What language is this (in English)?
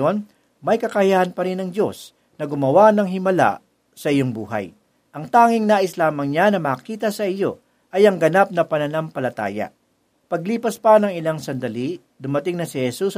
Filipino